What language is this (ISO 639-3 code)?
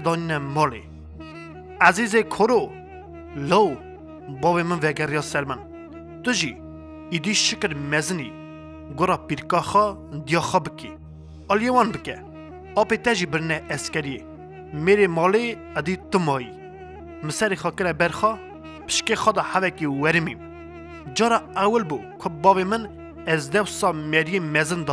kur